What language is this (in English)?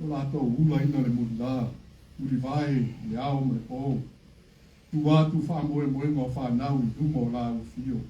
Samoan